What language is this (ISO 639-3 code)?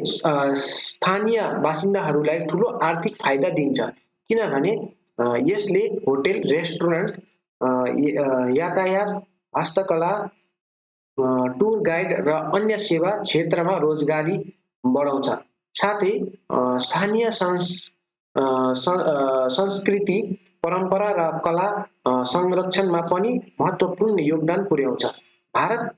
nep